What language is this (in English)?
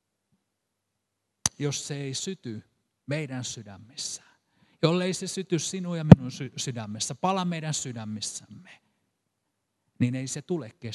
Finnish